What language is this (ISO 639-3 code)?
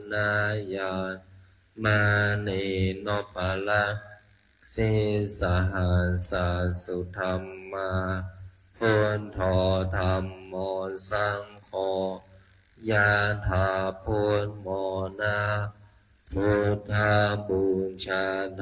pli